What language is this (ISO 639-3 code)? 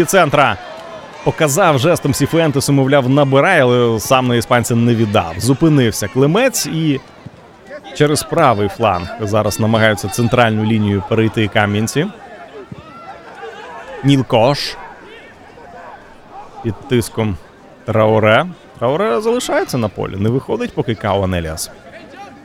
ukr